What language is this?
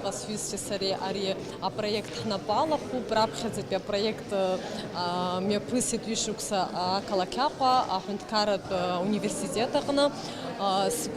Abkhazian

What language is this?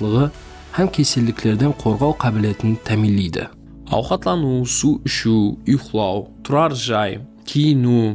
Kara-Kalpak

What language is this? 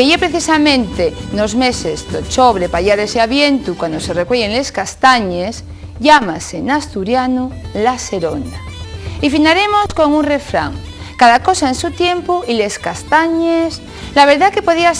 Asturian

